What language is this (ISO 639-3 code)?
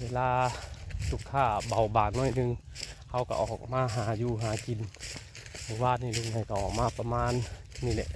tts